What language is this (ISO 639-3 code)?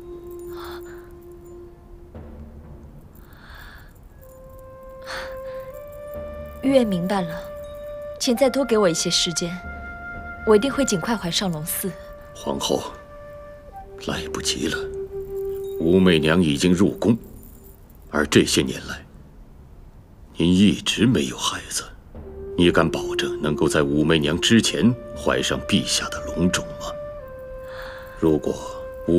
zho